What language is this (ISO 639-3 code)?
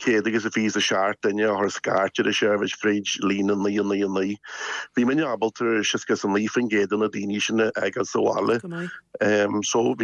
gle